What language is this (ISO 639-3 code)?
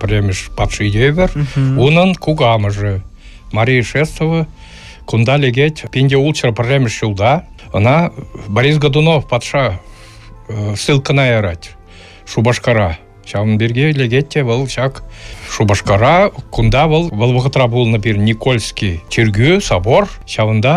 chv